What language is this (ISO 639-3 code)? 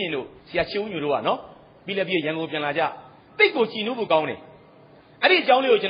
mya